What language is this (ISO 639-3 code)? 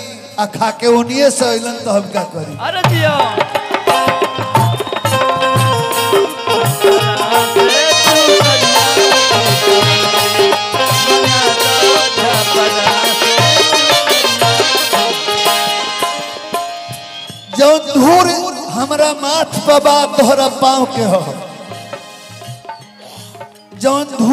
bho